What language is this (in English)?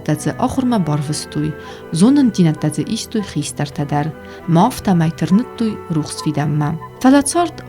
Ossetic